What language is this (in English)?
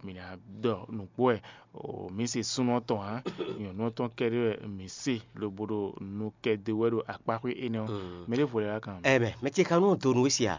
Fon